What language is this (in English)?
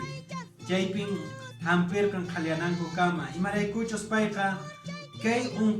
Quechua